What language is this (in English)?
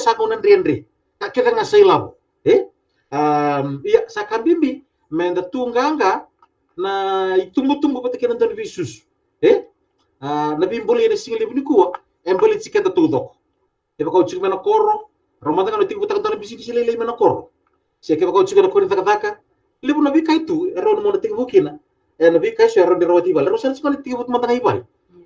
Fijian